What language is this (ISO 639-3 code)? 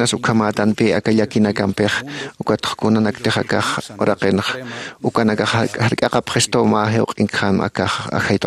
aym